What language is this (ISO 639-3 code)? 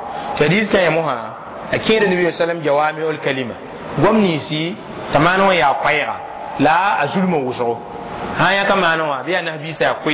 mos